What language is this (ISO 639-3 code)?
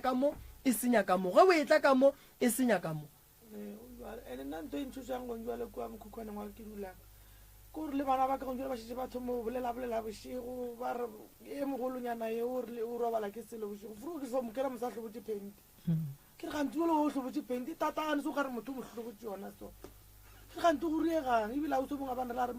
nso